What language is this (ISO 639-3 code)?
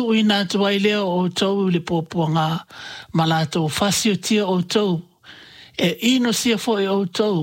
smo